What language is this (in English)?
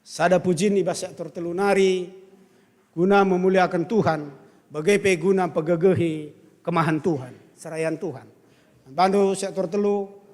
Batak Karo